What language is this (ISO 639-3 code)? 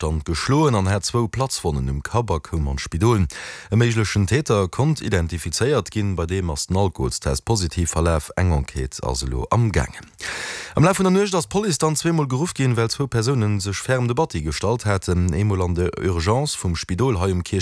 ltz